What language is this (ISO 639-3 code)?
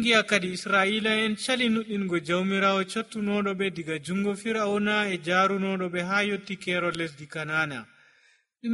fuv